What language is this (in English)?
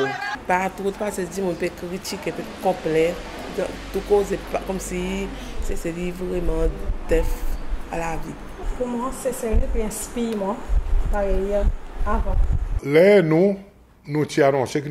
Seselwa Creole French